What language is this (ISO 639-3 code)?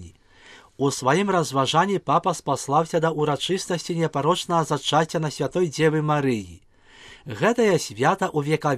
bel